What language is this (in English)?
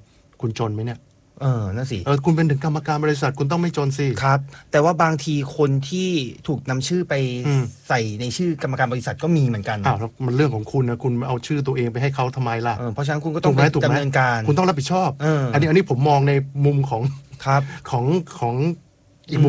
Thai